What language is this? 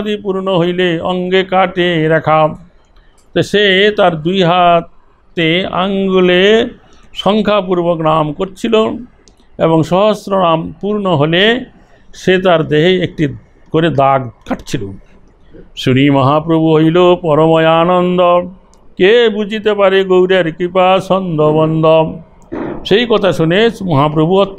Bangla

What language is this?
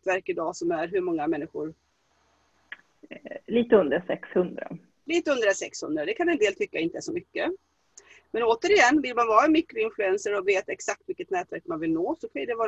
Swedish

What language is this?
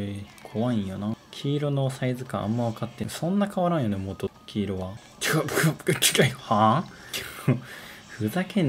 Japanese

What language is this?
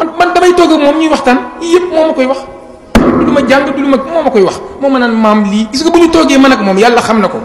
Wolof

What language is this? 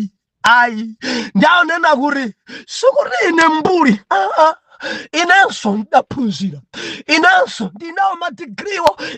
Nyanja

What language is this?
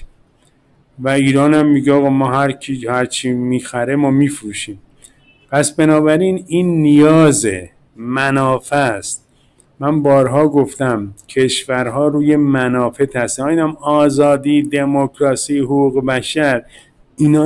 Persian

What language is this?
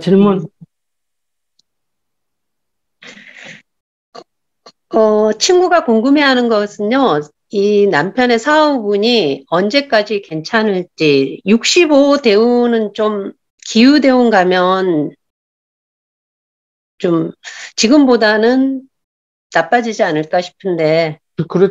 Korean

